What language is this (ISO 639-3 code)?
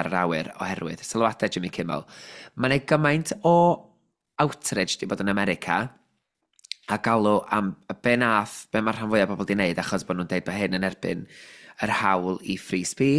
cym